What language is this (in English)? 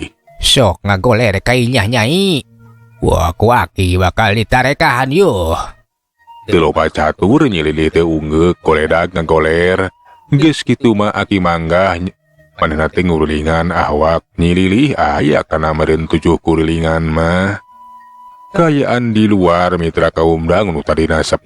Sundanese